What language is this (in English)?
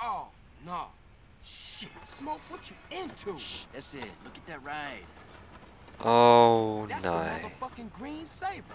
Swiss German